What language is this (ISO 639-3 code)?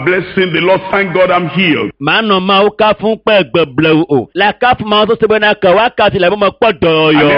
ewe